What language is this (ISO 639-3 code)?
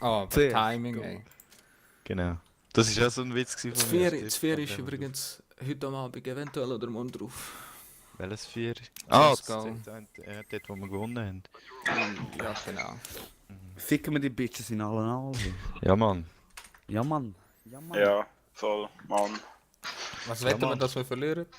gsw